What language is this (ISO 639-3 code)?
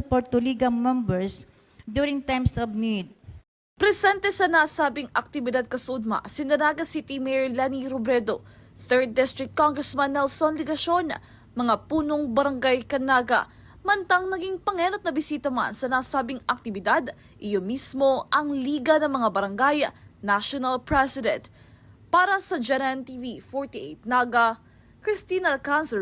bik